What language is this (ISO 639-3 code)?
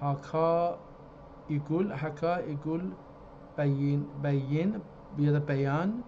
azb